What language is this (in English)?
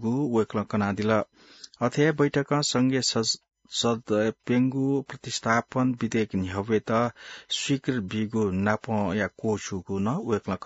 Newari